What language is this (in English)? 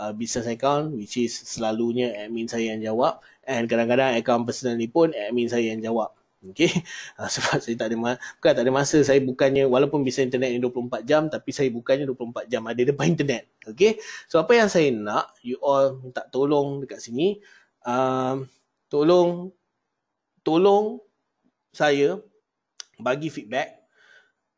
Malay